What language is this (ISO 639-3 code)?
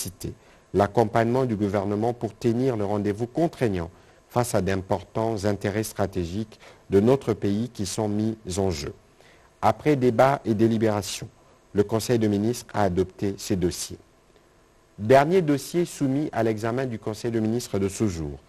fra